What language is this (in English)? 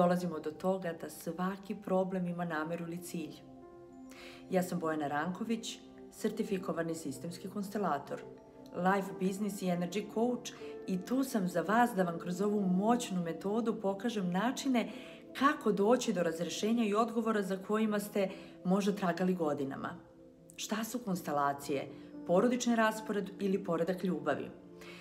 Serbian